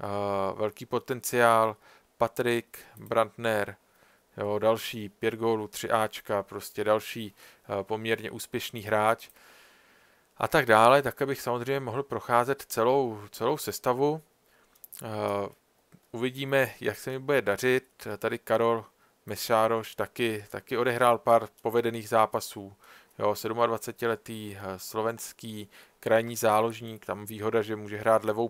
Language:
Czech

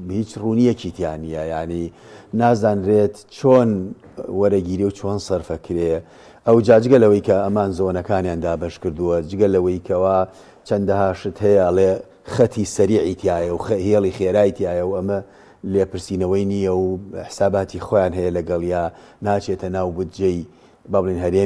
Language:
Central Kurdish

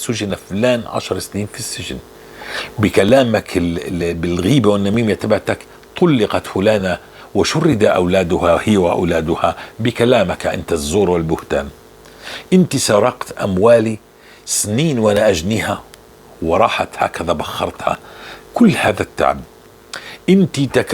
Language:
North Levantine Arabic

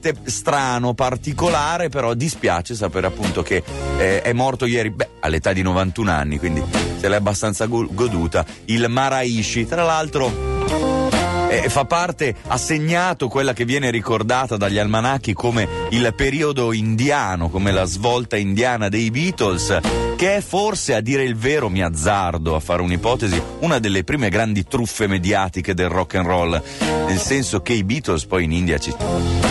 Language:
Italian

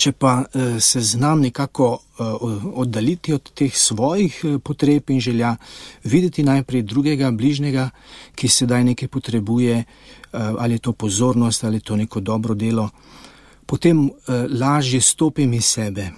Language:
Slovenian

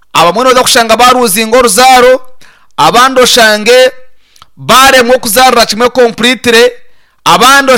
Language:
Nyankole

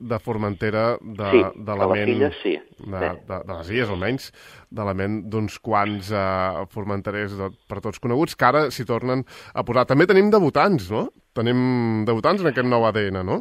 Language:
Catalan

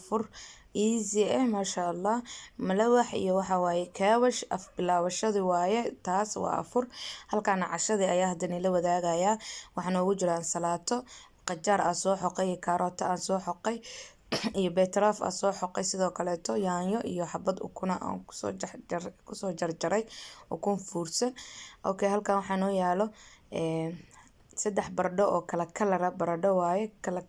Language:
Somali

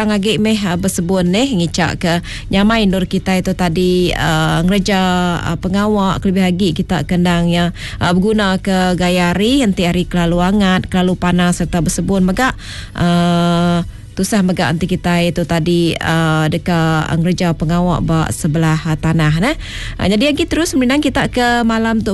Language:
Iban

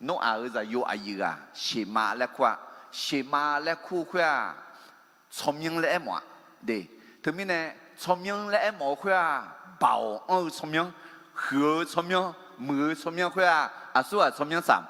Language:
Akha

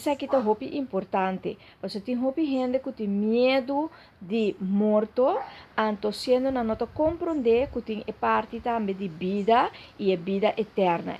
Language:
Papiamento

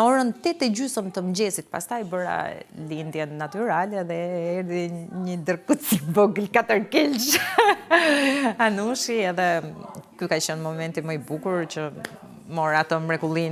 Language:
Albanian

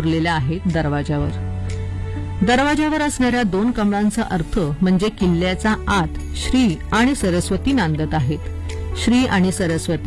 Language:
Marathi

